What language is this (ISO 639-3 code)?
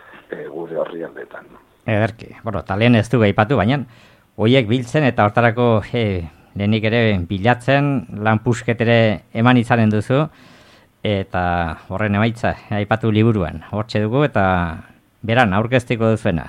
eus